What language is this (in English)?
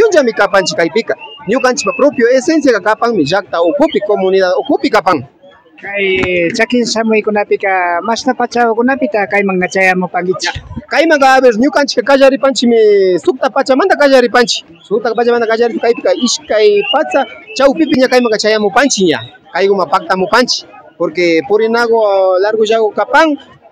Imbabura Highland Quichua